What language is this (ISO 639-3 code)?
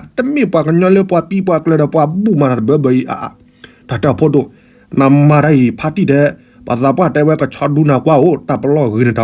ksw